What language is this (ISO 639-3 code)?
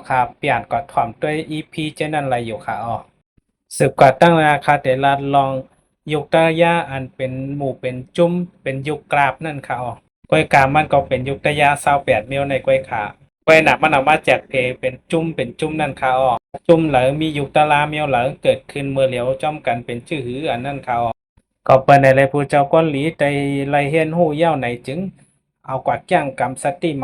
shn